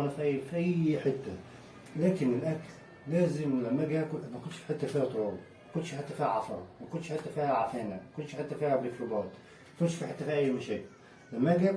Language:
Egyptian Arabic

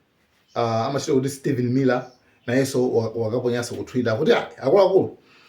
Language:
Nyanja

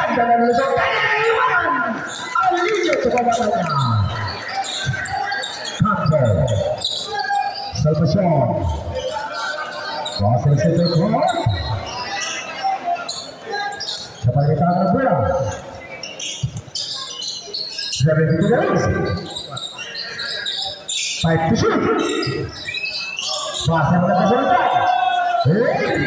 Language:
Filipino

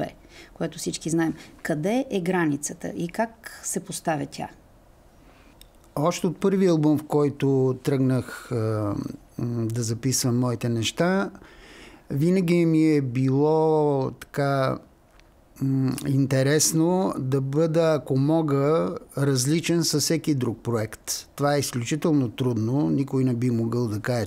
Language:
Bulgarian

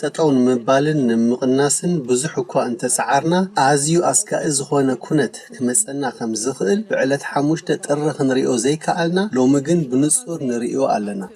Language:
Tigrinya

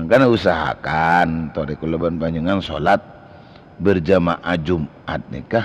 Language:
Madurese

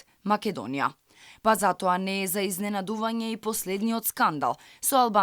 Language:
Macedonian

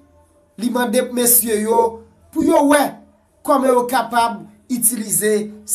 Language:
Haitian Creole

